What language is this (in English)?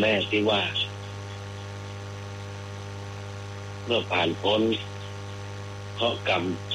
Thai